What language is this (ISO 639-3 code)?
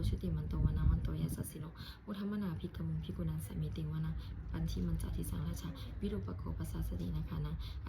pli